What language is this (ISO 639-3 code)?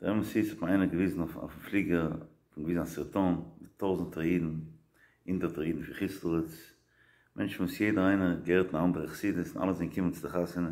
yid